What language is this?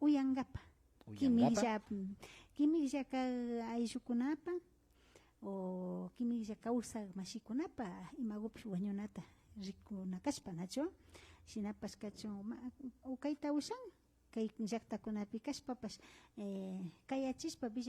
Imbabura Highland Quichua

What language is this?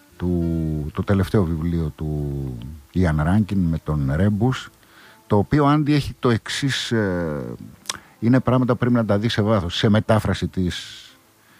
Greek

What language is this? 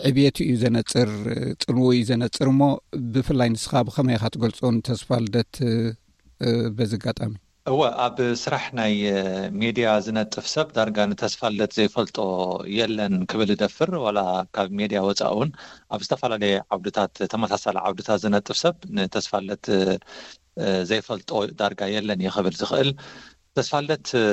Tigrinya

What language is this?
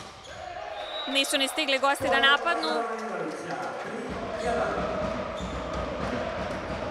Serbian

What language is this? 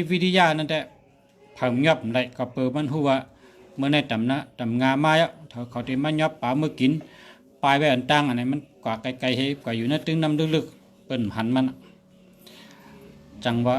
Shan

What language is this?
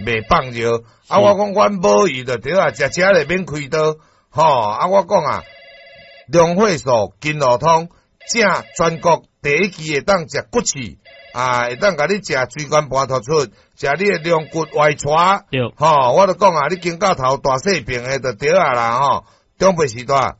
Min Nan Chinese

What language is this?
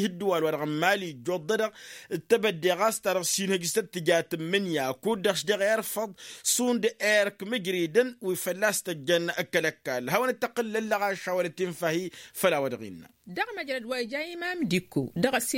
Tamasheq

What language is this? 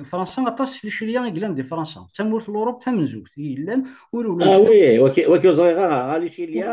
Kabyle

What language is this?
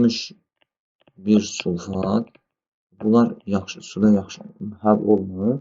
Azerbaijani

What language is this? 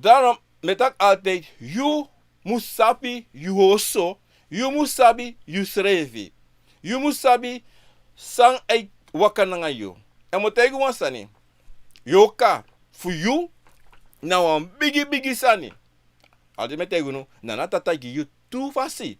Sranan Tongo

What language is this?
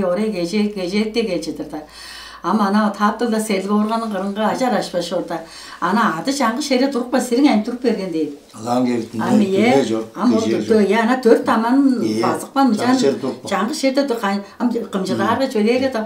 Tuvinian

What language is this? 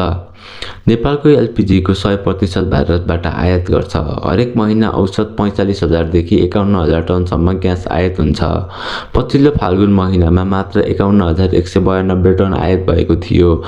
Nepali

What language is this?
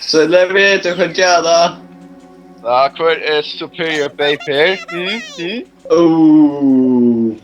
Faroese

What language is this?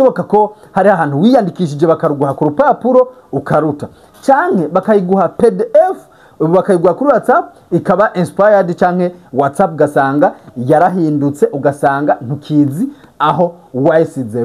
Rundi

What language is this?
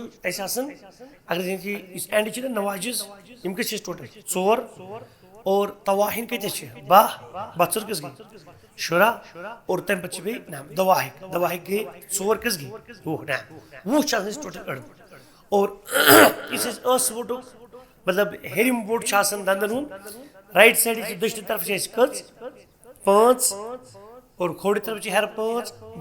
Kashmiri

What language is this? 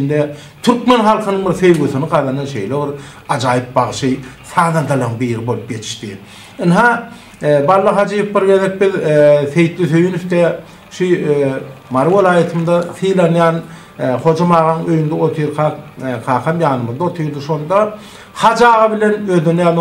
Turkmen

